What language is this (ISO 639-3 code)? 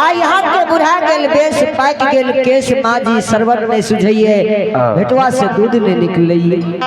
anp